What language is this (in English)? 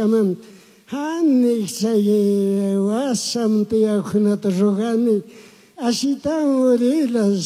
Chimborazo Highland Quichua